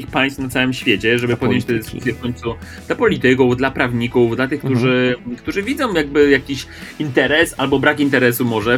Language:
Polish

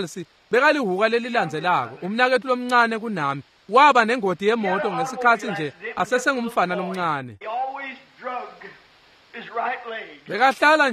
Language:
Swati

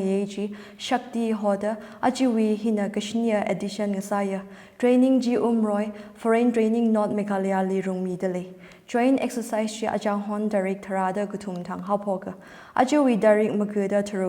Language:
Tangkhul Naga (India)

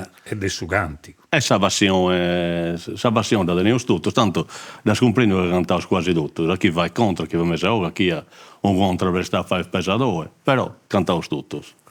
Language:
Sardinian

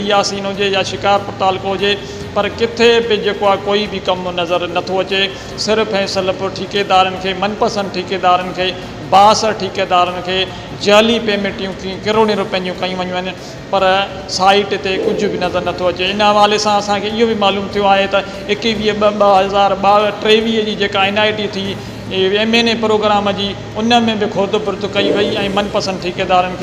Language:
Sindhi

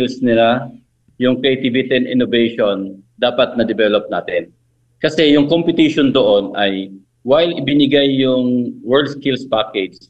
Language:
Filipino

